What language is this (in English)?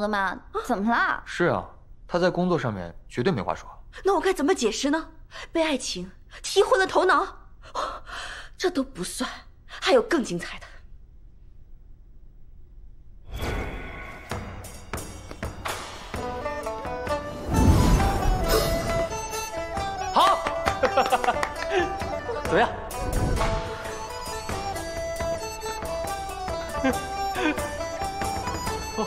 Chinese